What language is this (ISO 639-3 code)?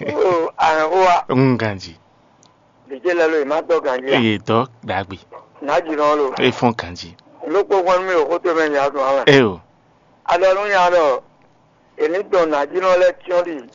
fon